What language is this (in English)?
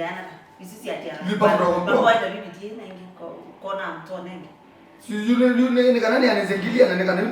Kamba